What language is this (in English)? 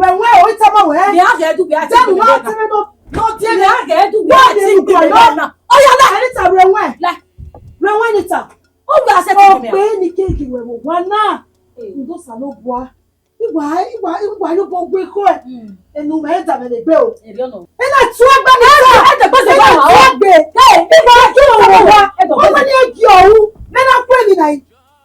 Bini